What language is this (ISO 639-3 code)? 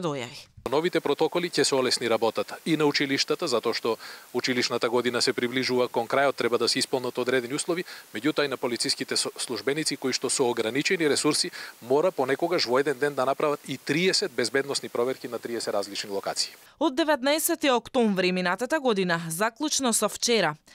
mkd